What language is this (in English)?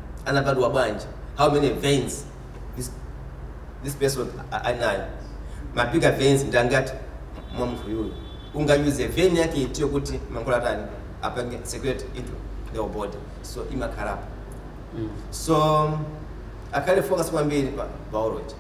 Nyanja